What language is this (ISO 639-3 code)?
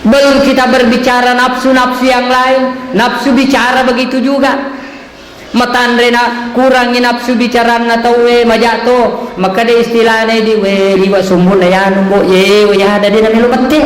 bug